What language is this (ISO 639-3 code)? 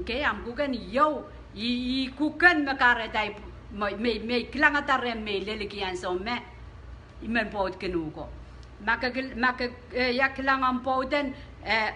pon